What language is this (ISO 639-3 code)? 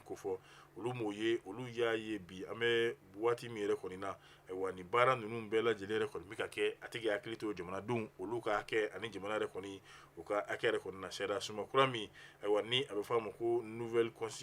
bam